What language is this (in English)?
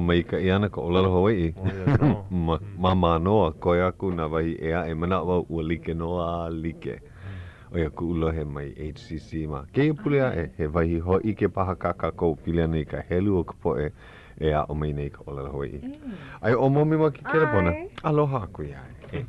Hawaiian